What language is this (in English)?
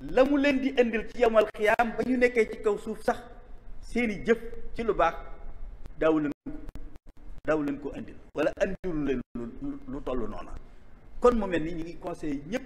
Wolof